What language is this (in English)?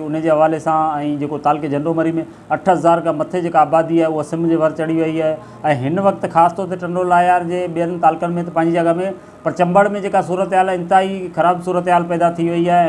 Sindhi